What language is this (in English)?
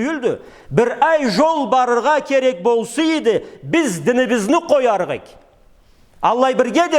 Karachay-Balkar